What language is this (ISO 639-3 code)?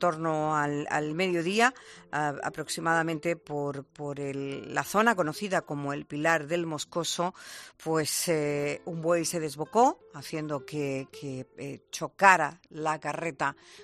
spa